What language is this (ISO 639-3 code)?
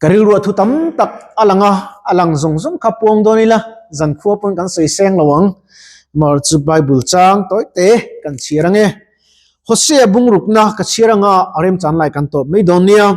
lus